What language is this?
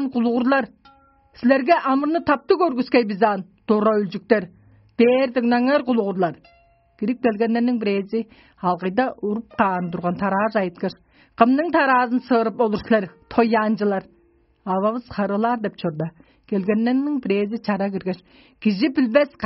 Tuvinian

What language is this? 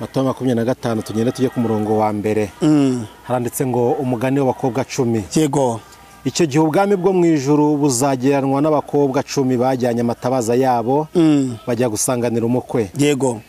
Kinyarwanda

